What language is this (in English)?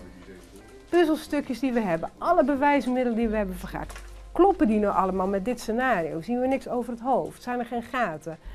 Dutch